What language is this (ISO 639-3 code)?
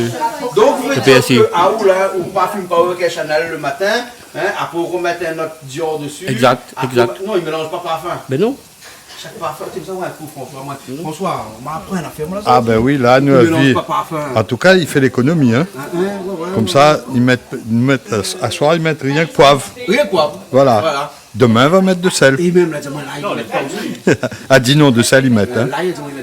rcf